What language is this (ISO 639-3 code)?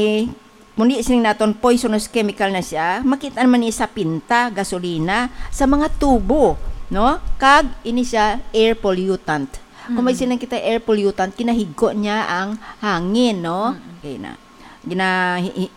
hil